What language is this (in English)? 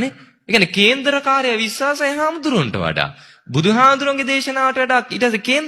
Sinhala